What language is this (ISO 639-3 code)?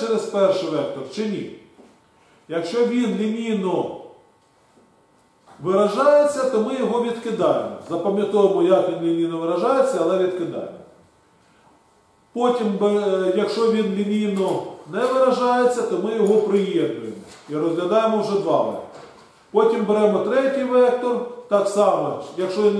ukr